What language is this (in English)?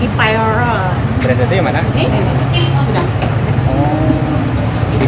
Banjar